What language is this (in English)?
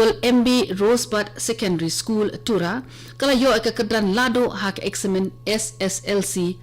Khasi